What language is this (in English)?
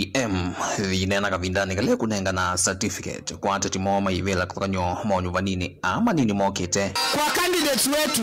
Kamba